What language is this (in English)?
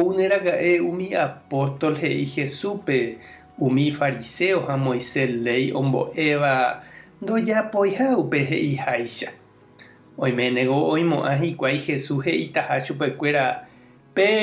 Guarani